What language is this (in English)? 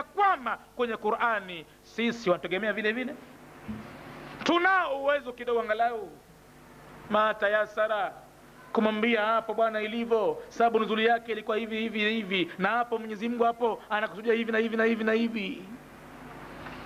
Swahili